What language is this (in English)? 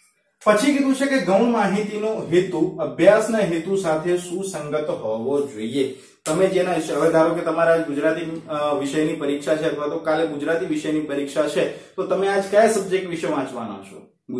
Gujarati